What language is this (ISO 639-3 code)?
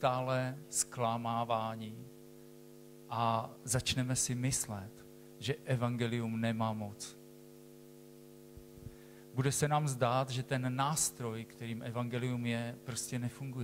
ces